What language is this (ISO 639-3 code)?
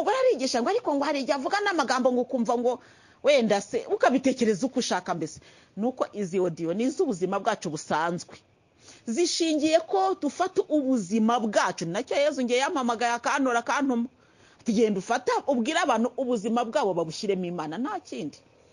kin